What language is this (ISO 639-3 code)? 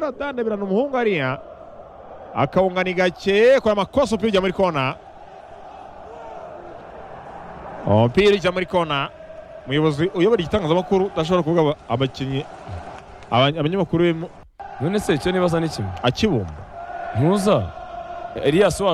kin